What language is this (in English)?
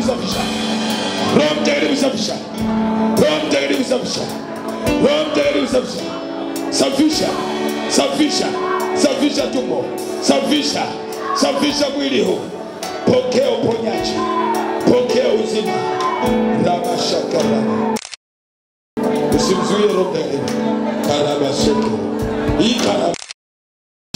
Swahili